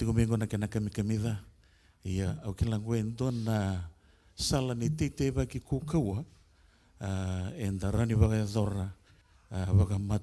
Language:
Fijian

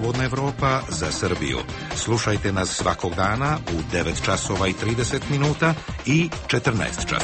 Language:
Serbian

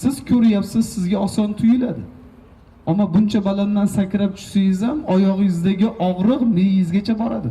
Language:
Uzbek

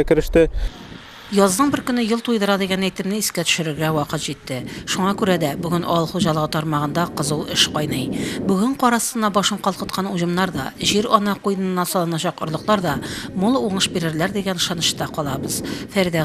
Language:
Tatar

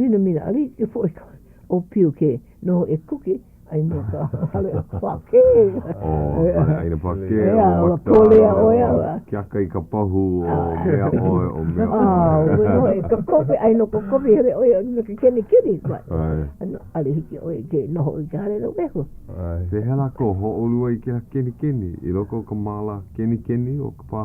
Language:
Hawaiian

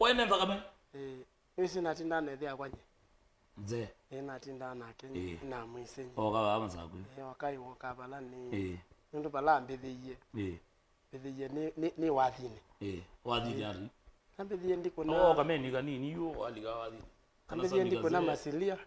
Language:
Kamba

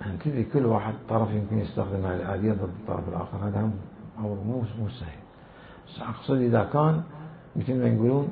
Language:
Mesopotamian Arabic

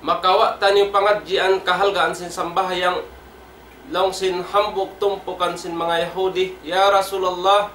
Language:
Tausug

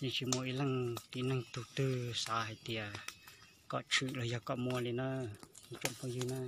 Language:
Hmong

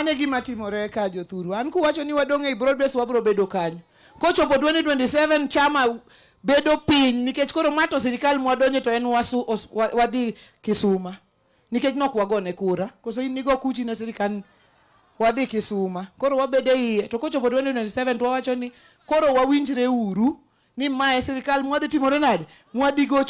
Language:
Luo (Kenya and Tanzania)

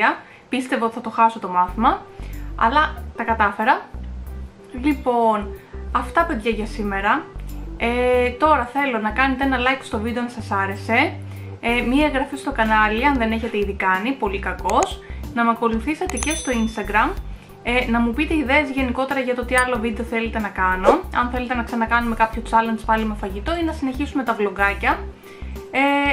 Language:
Greek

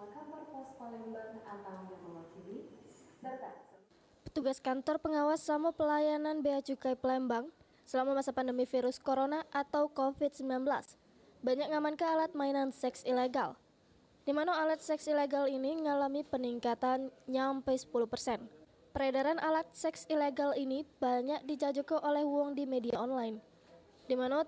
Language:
Musi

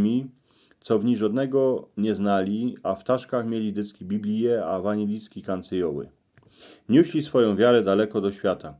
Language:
Silesian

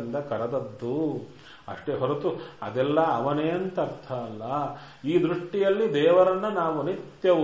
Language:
Kannada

